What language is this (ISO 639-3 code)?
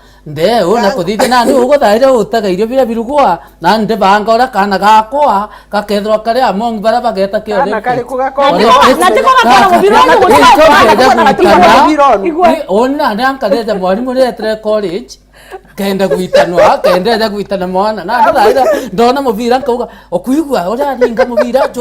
mer